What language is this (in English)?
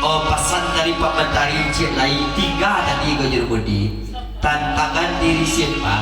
Minangkabau